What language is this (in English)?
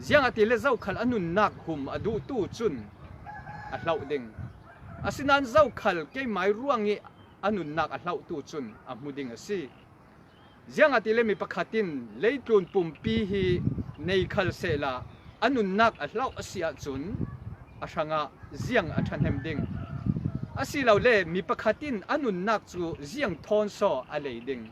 Falam Chin